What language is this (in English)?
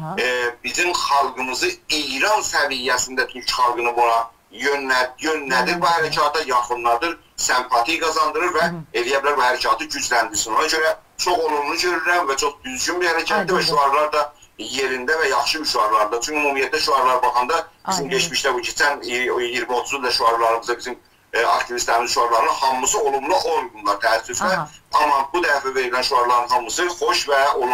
South Azerbaijani